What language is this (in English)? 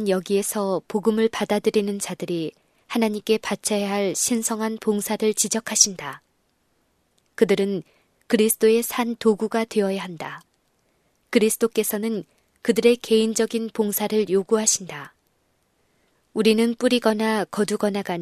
Korean